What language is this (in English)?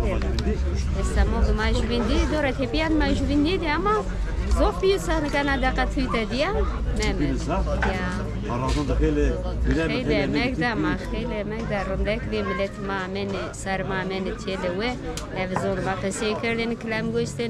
Zaza